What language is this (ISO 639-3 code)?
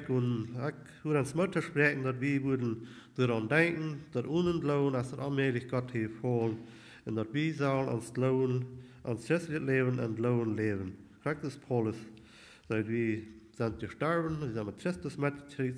pdt